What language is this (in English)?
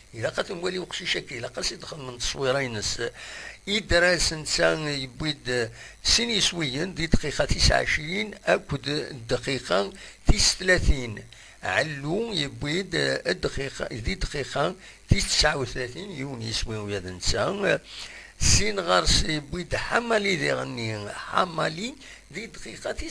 Kabyle